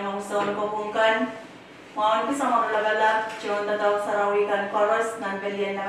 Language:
Pohnpeian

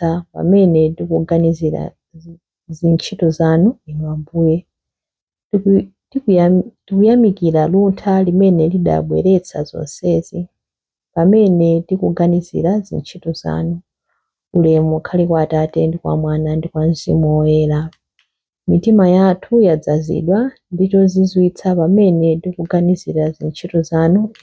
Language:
Nyanja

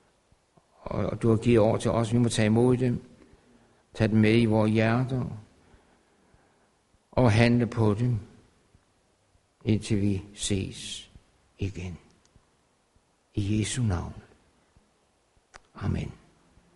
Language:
Danish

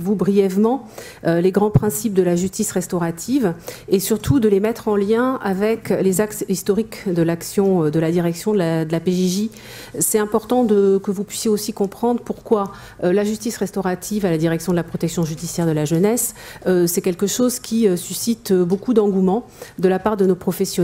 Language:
French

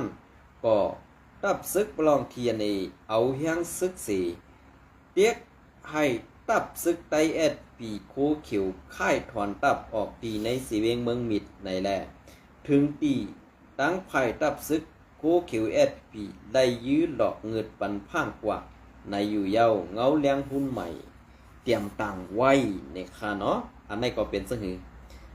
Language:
Shan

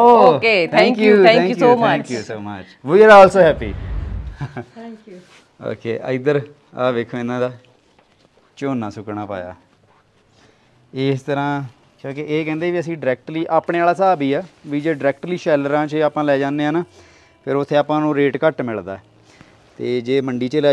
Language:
Punjabi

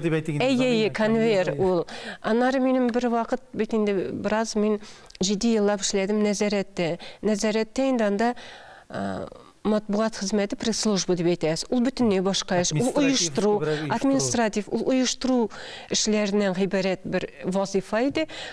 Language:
Tatar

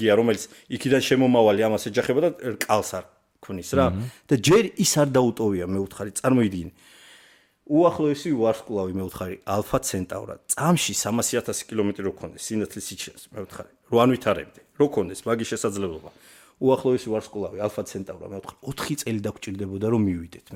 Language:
Georgian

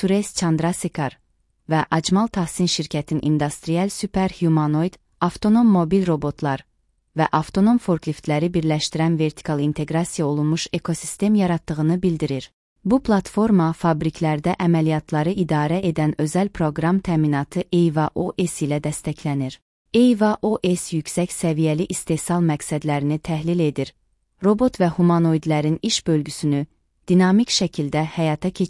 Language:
Azerbaijani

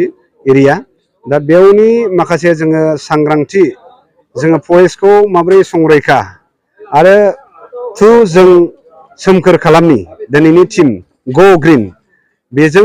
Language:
Bodo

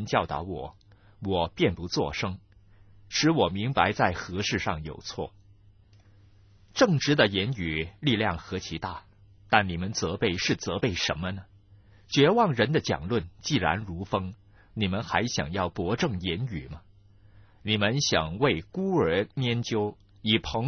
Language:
Chinese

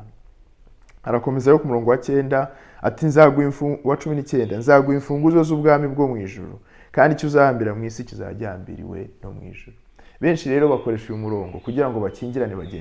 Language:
Kinyarwanda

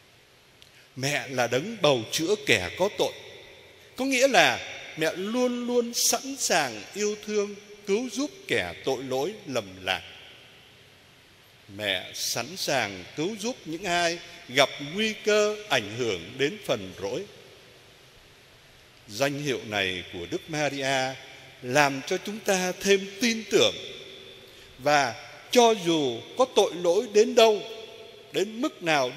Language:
Vietnamese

